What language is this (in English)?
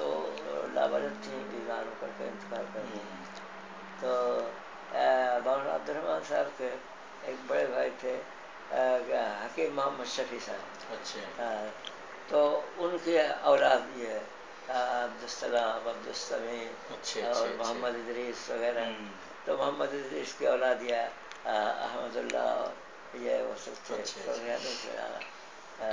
Urdu